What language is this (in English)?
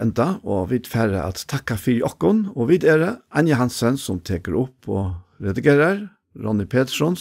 Faroese